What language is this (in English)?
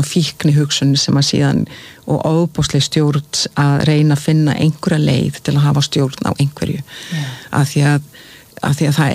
Icelandic